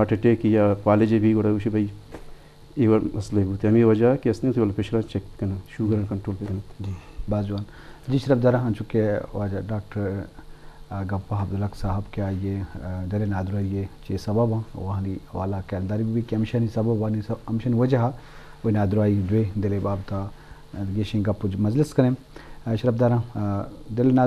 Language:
Eastern Balochi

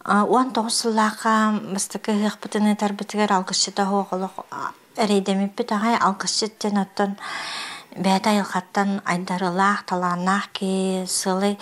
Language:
Yakut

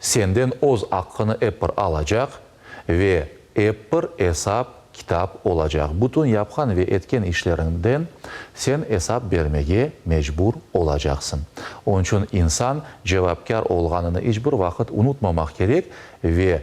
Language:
Crimean Tatar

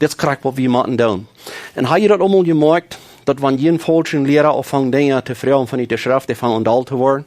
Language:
Plautdietsch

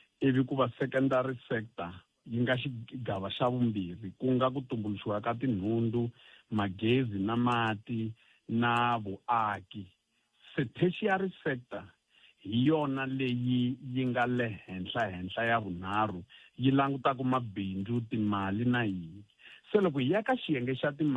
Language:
Tsonga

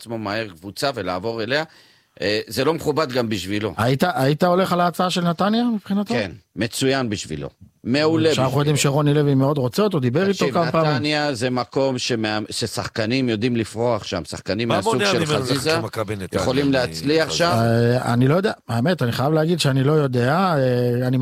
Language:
Hebrew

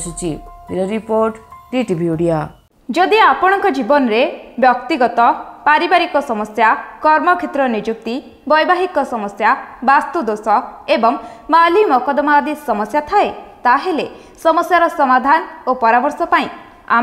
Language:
Odia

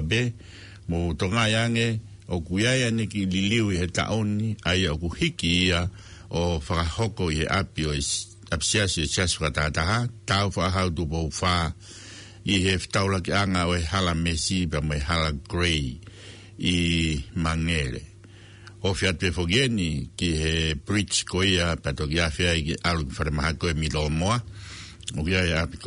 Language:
Tongan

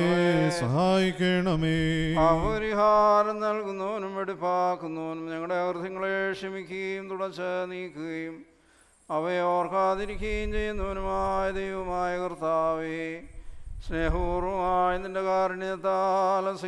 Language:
Malayalam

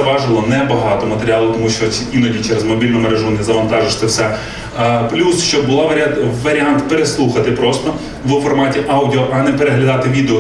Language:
Ukrainian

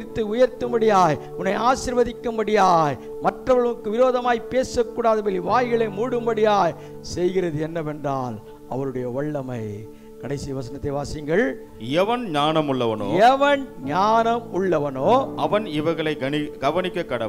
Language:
Tamil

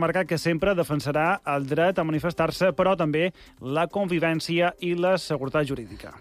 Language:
Catalan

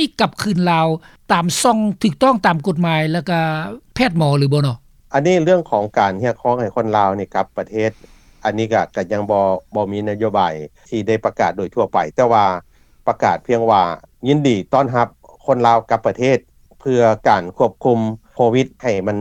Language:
Lao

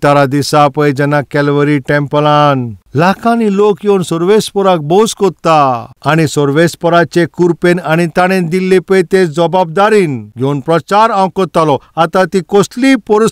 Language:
Konkani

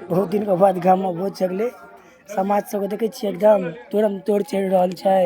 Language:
Maithili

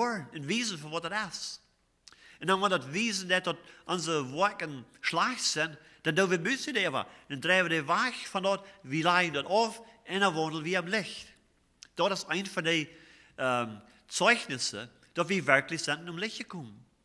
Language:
Plautdietsch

